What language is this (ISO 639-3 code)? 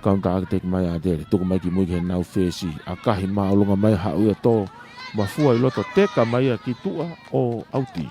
ton